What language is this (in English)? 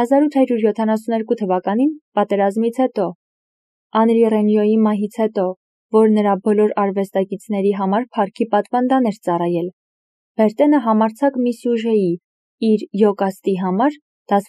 Armenian